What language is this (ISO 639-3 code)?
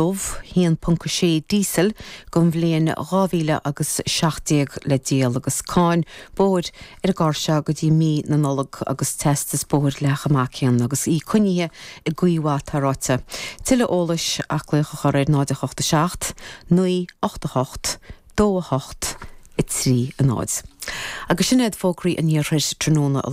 gle